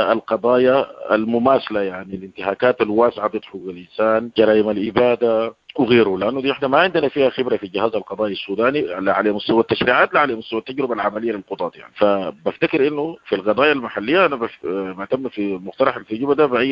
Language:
Sudanese Arabic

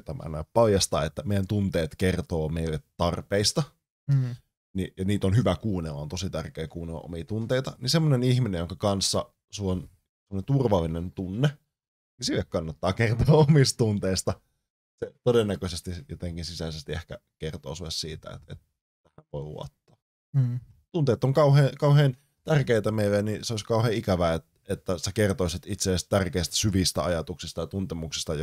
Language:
Finnish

